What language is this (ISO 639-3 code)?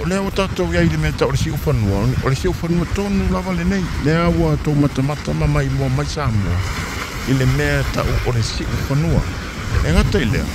smo